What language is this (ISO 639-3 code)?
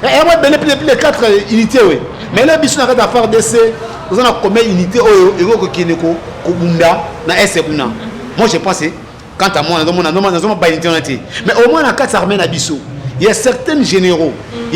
lin